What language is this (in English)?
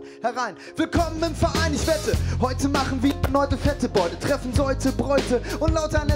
German